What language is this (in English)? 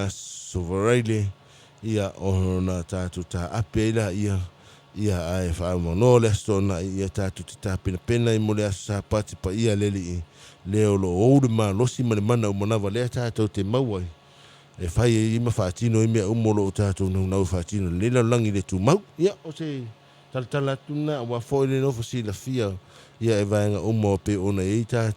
Samoan